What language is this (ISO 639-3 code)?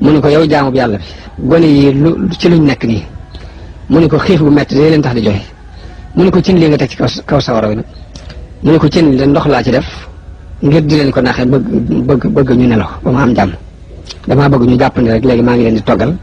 wol